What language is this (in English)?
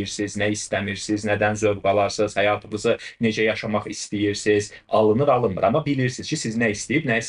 Azerbaijani